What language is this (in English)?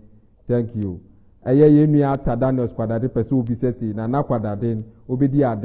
Akan